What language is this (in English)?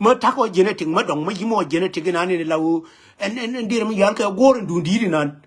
Nuer